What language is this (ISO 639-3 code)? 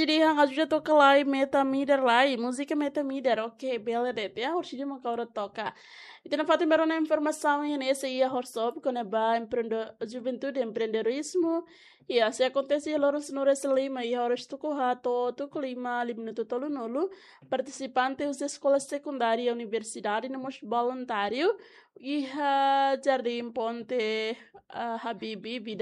tet